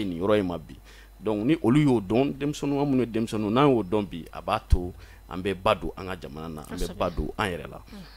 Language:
Bambara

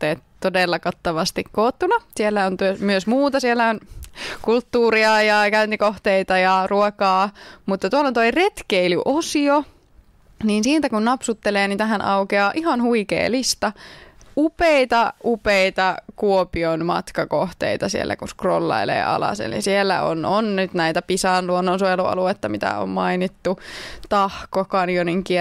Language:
Finnish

